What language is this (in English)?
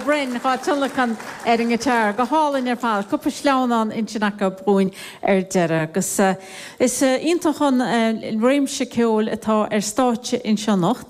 Irish